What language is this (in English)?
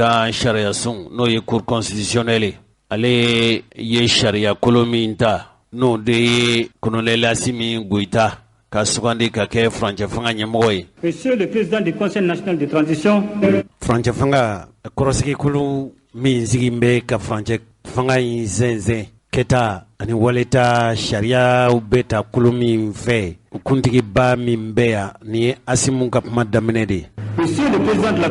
Bambara